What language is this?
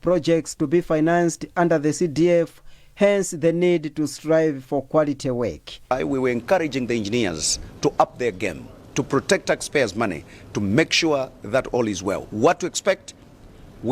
English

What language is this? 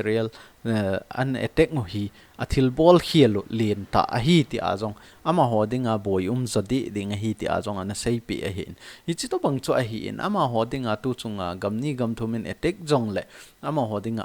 Thado Chin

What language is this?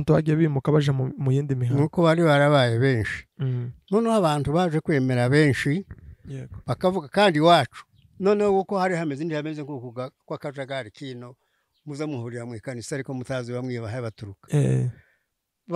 Kinyarwanda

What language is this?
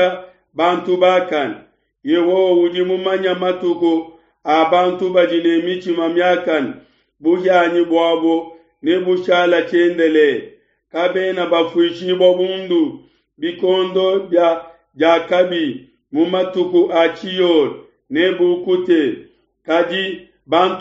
Luba-Lulua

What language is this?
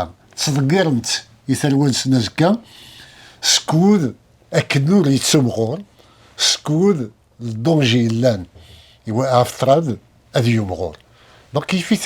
Kabyle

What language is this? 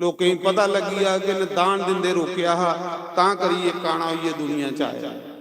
Dogri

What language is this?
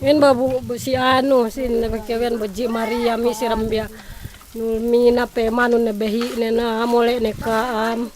Yakan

